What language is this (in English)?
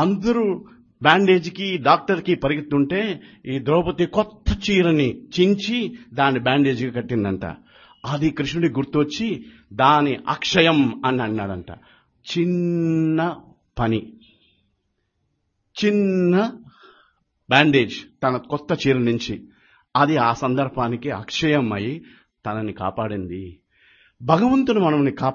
Telugu